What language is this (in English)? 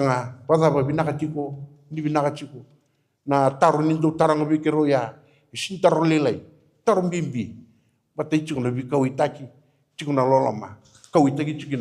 Fijian